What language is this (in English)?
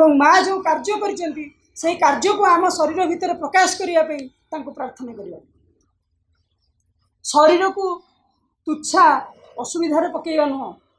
Odia